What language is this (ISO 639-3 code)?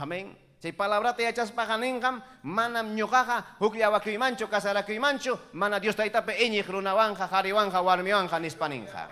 quy